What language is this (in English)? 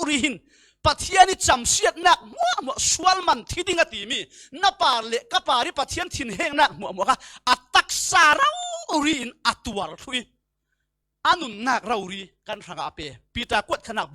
Falam Chin